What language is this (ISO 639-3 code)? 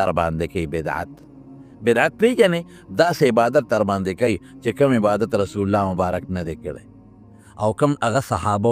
pus